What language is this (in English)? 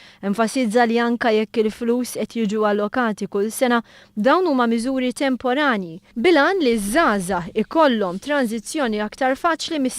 Maltese